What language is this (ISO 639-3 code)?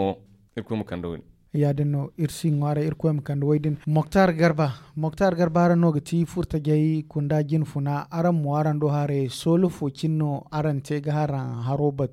dje